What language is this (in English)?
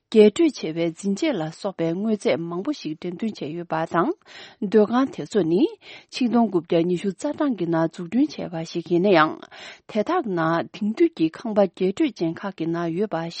Tibetan